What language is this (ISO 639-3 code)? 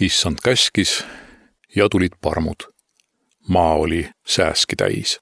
est